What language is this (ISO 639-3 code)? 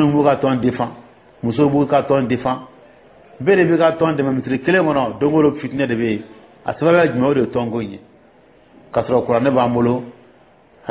dyu